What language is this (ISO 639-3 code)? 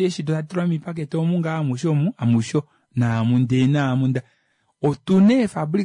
kua